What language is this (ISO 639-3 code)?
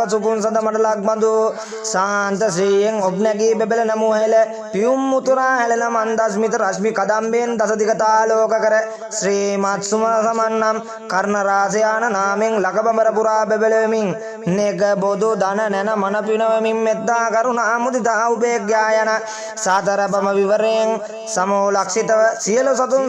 sin